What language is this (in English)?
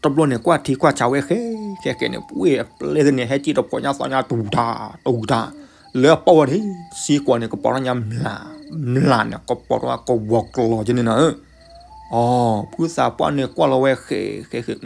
S'gaw Karen